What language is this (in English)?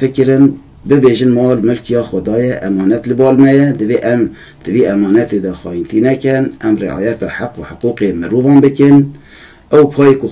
Kurdish